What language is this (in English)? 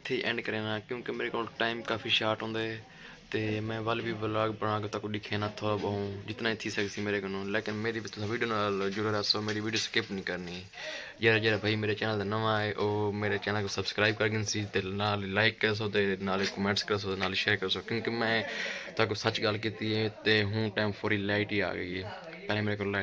Saraiki